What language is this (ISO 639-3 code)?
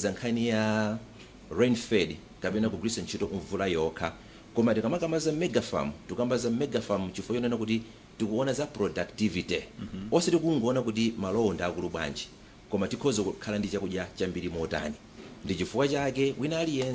nya